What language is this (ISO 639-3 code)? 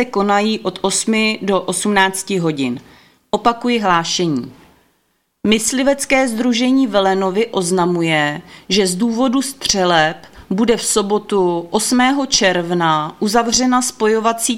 ces